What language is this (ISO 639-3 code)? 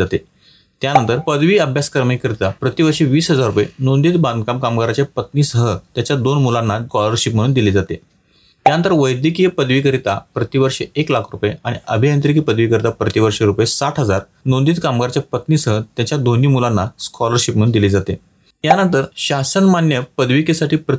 mar